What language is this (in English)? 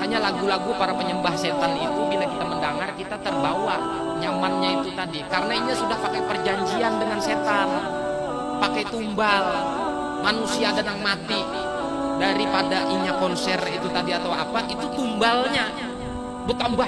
Banjar